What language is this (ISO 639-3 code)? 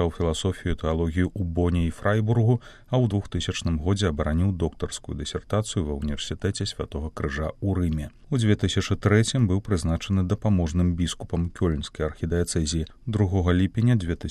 bel